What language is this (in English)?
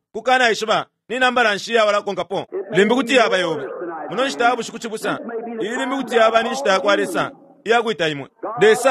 Bemba